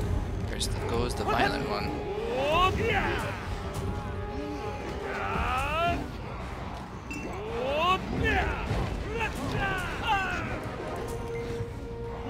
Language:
English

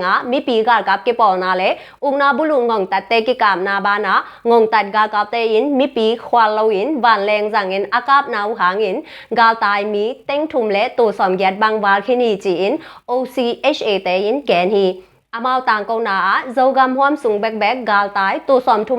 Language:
Tedim Chin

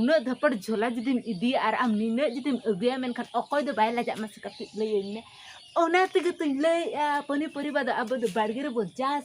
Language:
Santali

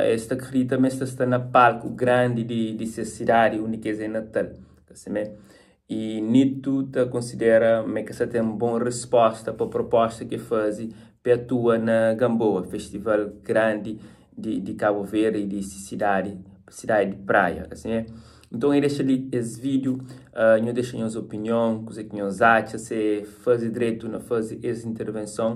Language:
Kabuverdianu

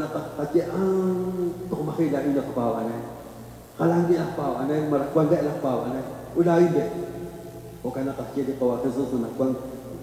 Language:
Kekchí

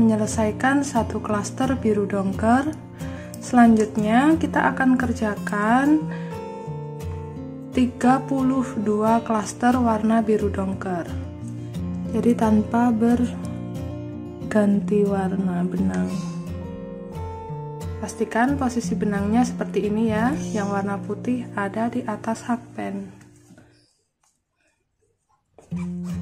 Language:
Indonesian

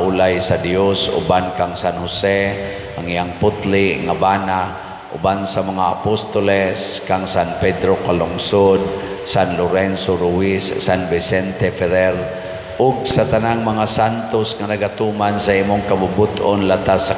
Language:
Cebuano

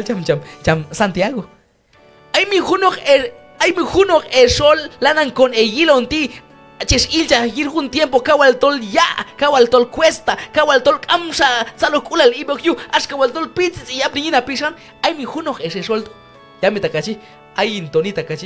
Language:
Q'anjob'al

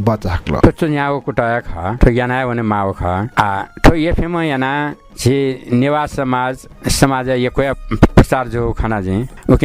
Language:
Newari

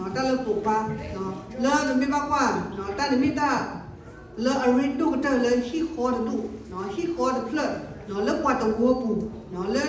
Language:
S'gaw Karen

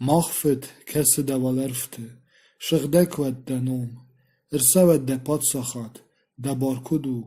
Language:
Ossetic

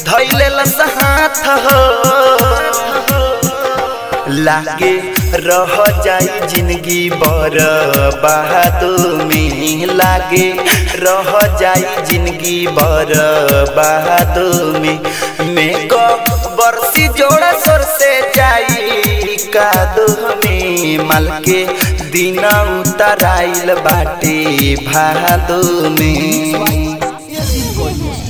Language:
Bhojpuri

